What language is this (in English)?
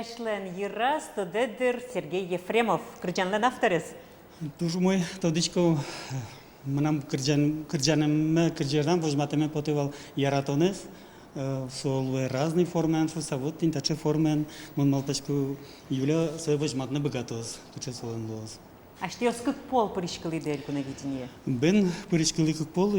Udmurt